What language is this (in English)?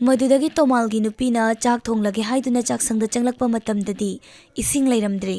Manipuri